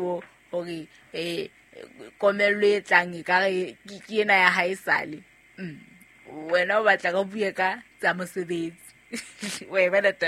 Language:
Southern Sotho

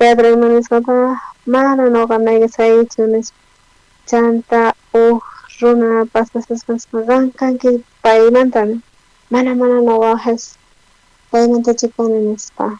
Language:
South Bolivian Quechua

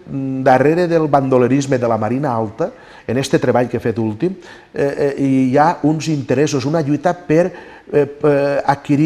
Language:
Catalan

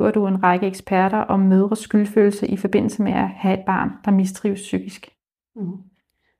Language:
Danish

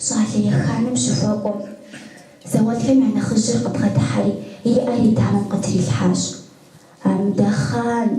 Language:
Kabardian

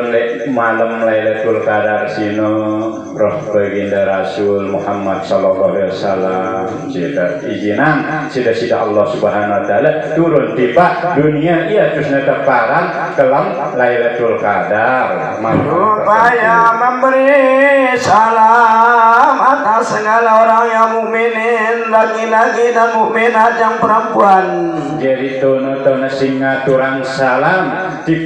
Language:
Sasak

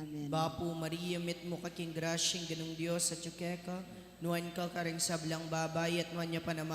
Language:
Pampanga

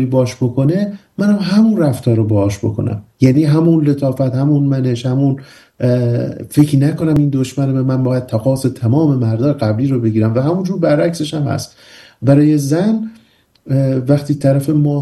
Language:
Persian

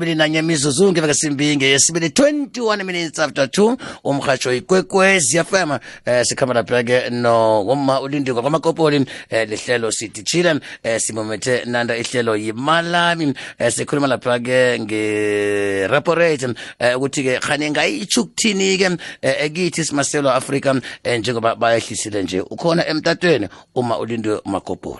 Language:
South Ndebele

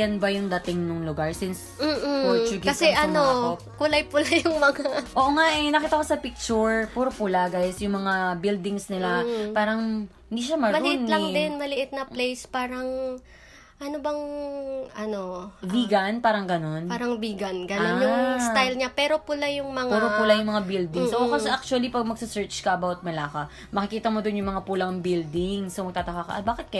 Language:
Filipino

